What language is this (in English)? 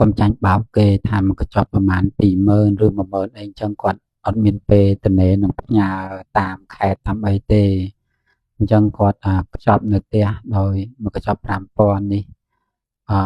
Khmer